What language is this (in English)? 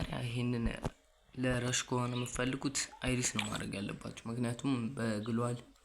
Amharic